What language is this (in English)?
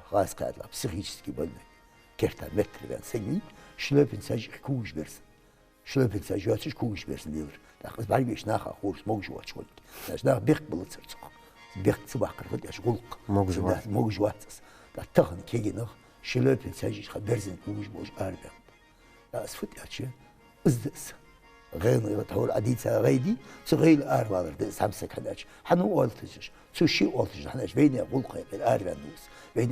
Ingush